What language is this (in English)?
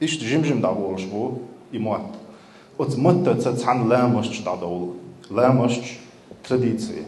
Chechen